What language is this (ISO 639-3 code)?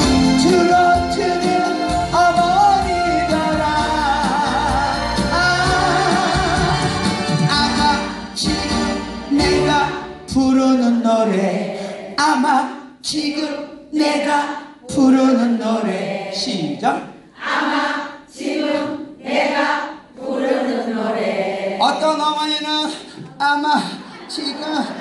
kor